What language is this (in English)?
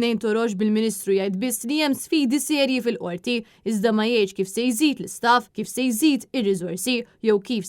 Maltese